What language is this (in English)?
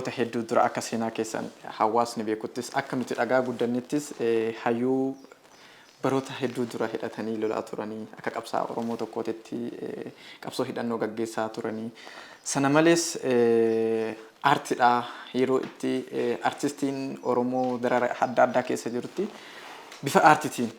Oromo